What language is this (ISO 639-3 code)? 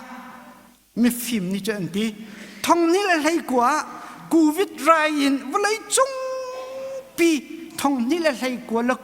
cnh